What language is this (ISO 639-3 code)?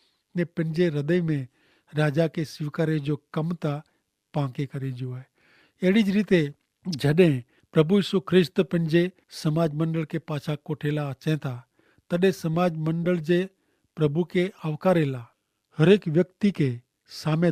kfr